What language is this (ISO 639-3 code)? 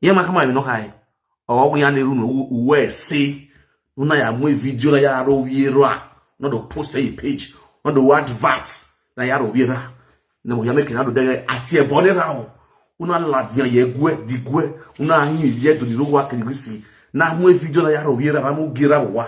pcm